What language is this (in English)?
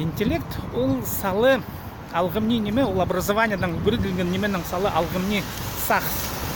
Khakas